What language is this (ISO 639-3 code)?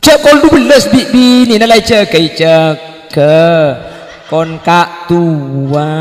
mad